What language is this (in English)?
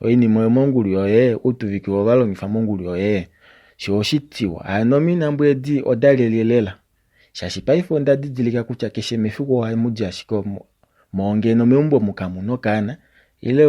Kuanyama